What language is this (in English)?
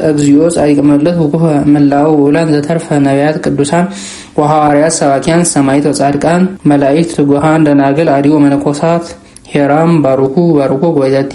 Amharic